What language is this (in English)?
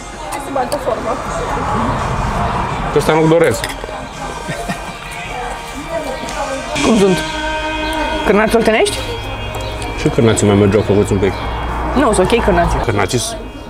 Romanian